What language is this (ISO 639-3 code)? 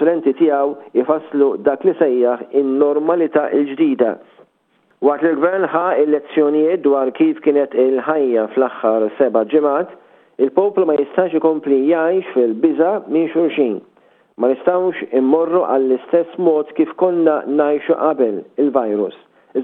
mlt